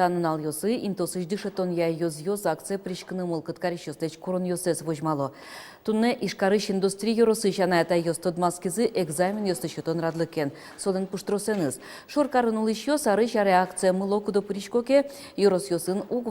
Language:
Udmurt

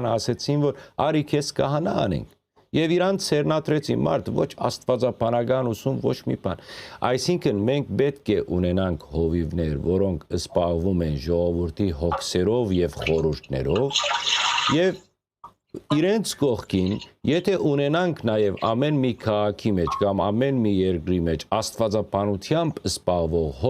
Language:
Western Armenian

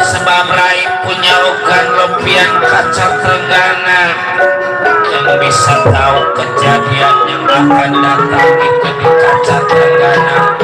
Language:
Betawi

